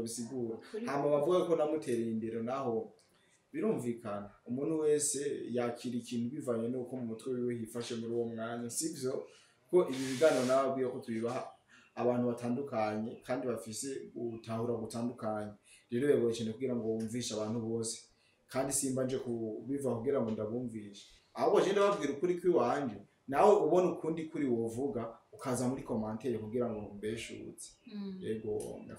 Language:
Rundi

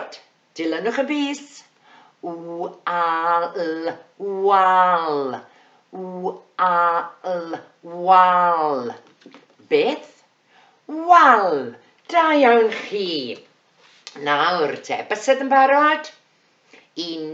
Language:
Welsh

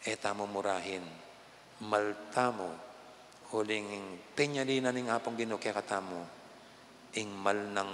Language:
Pampanga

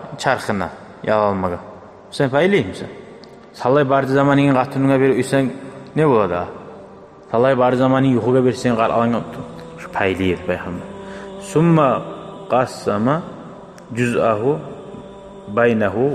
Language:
Kumyk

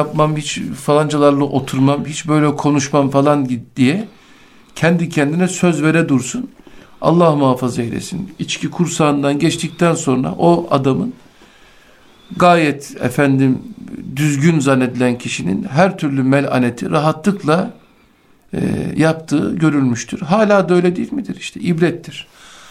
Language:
Turkish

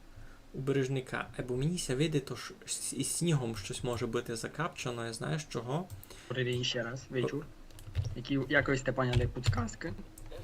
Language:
Rusyn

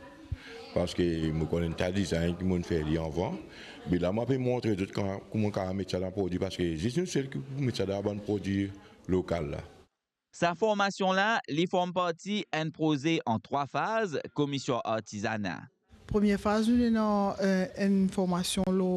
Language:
Morisyen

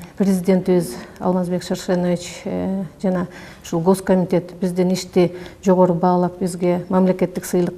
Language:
Kyrgyz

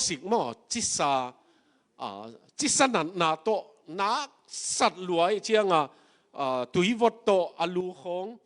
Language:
Tedim Chin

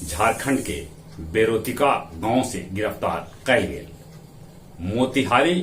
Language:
Magahi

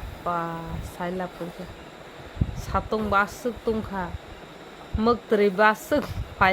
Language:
Kok Borok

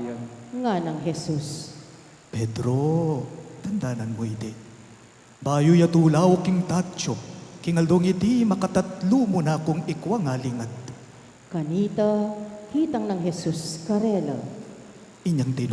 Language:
Pampanga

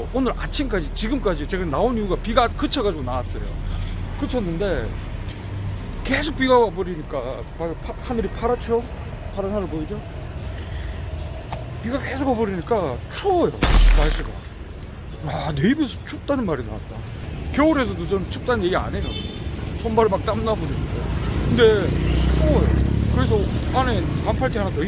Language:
Korean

